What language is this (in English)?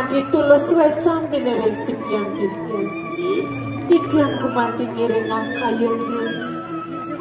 Balinese